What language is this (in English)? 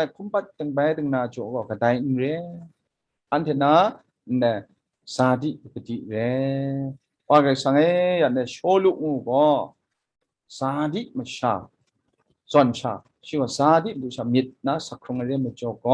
Kachin